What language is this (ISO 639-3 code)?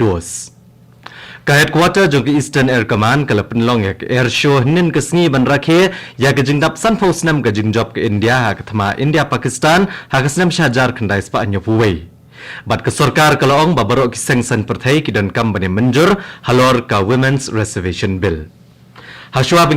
kha